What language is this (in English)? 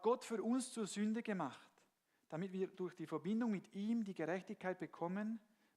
Swiss German